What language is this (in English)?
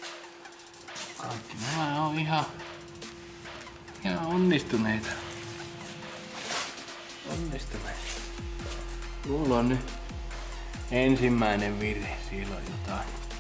Finnish